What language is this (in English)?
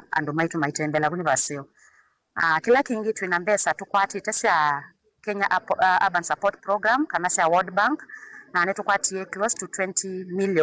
Kamba